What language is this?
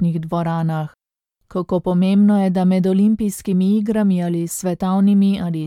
Slovenian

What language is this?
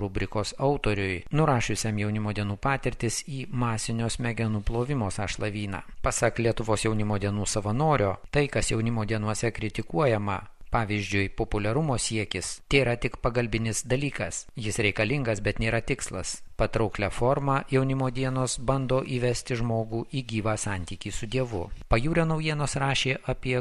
Lithuanian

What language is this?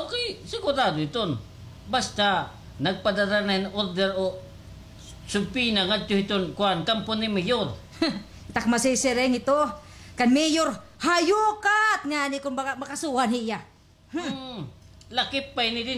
Waray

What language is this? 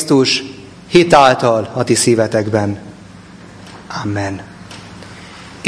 Hungarian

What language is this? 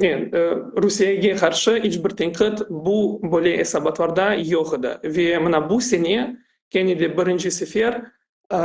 Crimean Tatar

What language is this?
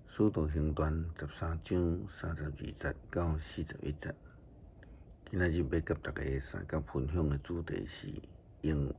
Min Nan Chinese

